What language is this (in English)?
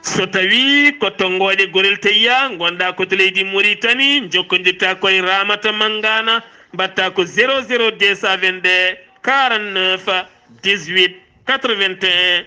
Fula